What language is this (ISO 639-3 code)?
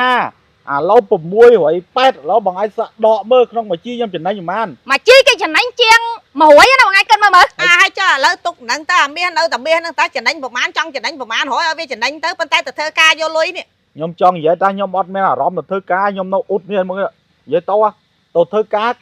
khm